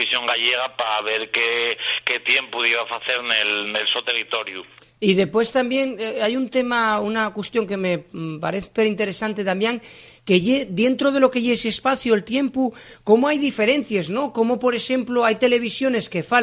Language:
Asturian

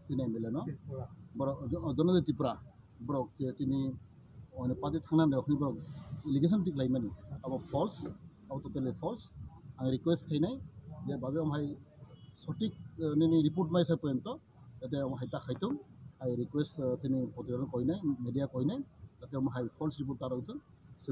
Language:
Kok Borok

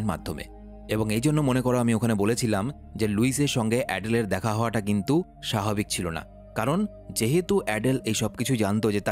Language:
Bangla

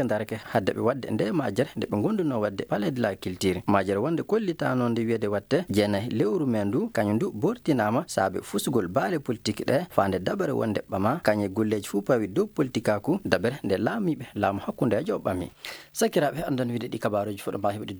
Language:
Fula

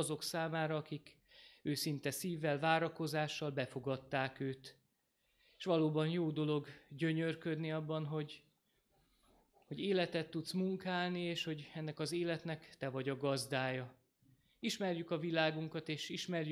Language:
Hungarian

